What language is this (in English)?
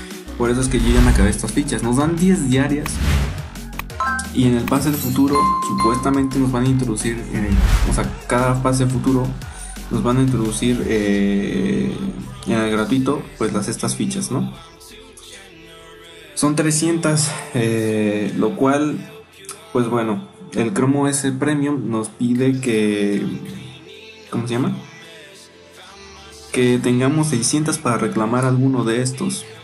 Spanish